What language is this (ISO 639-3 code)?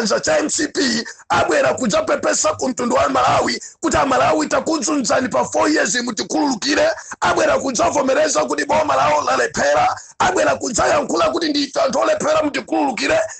nya